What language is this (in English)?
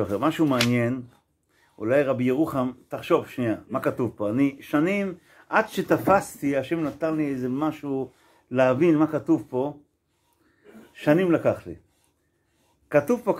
Hebrew